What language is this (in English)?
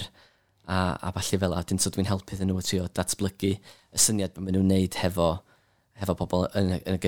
Welsh